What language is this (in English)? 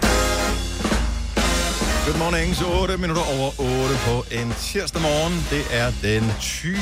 Danish